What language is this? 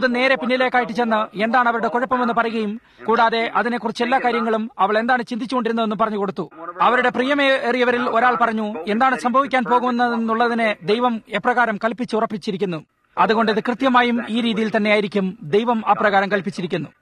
Malayalam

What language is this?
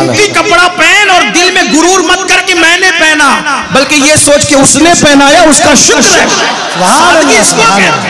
Hindi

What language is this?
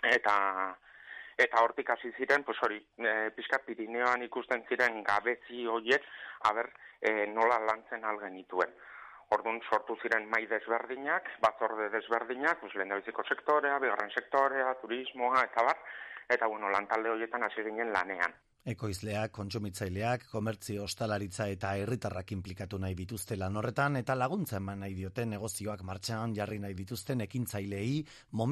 Basque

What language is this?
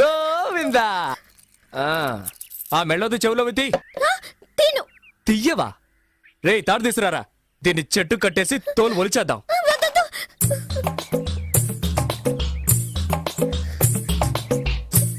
Telugu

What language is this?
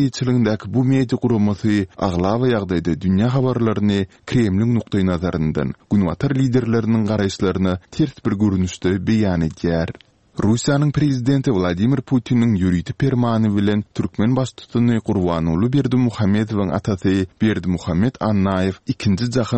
Turkmen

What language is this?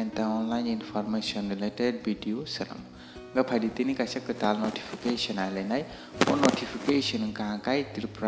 Kok Borok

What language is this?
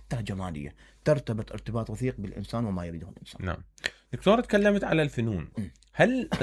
Mesopotamian Arabic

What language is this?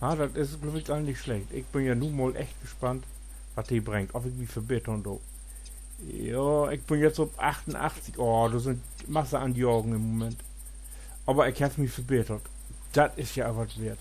Low German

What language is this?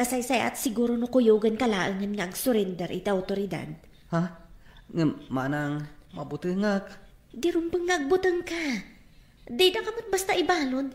Iloko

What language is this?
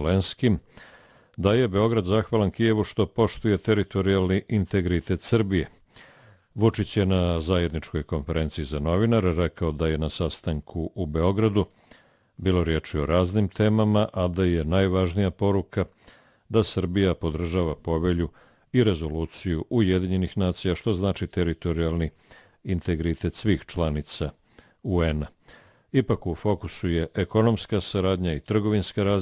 Bosnian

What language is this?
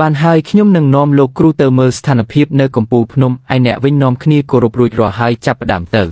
Khmer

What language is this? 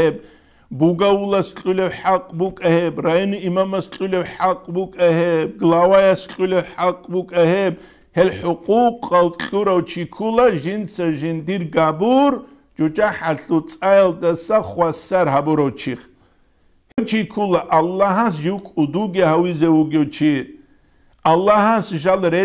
Avaric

